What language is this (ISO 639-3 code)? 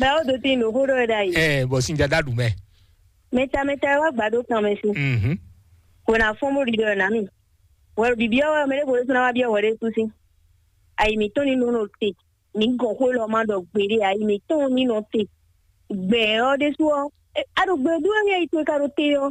fon